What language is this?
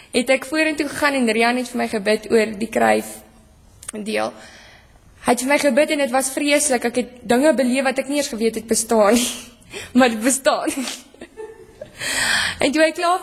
Afrikaans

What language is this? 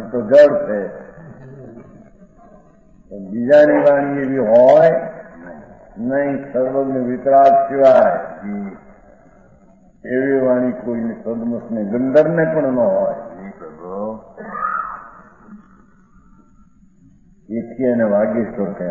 Gujarati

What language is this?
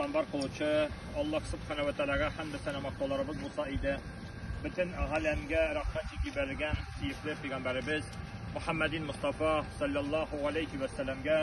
Tatar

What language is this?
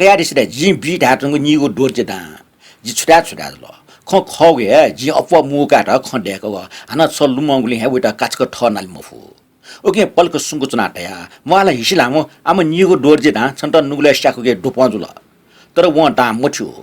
Newari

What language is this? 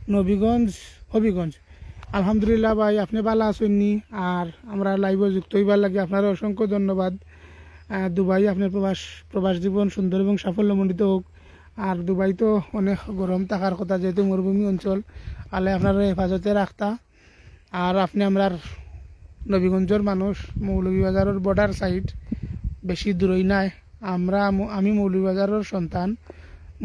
Sylheti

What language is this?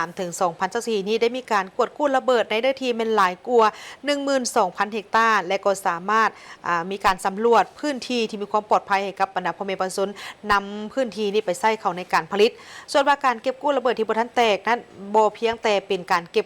Lao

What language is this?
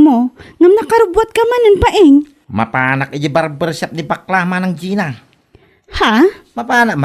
Iloko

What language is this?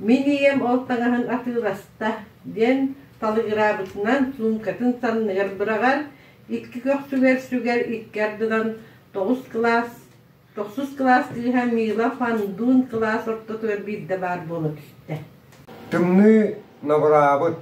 Yakut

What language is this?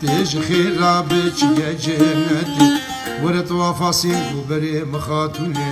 Kurdish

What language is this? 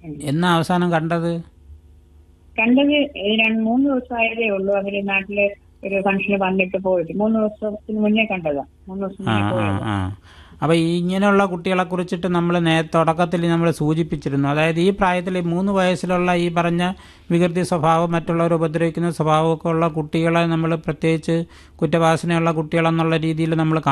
Malayalam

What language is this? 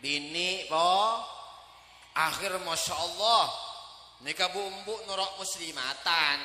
Madurese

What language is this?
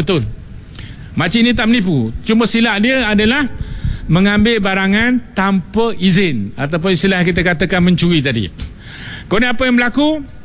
Malay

